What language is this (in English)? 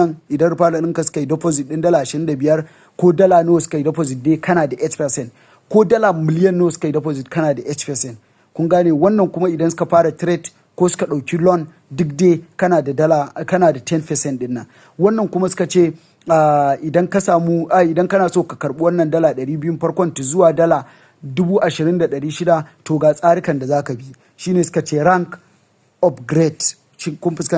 Hausa